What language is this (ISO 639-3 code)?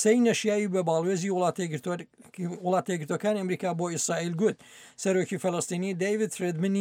ckb